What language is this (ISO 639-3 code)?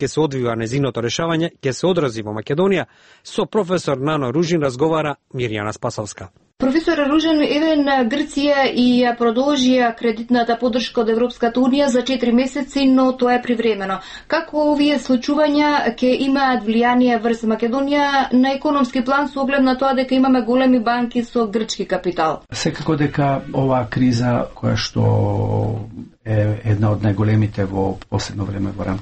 mkd